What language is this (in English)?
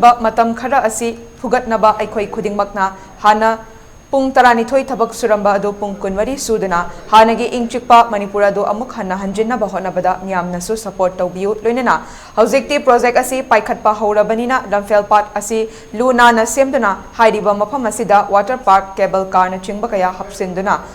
Manipuri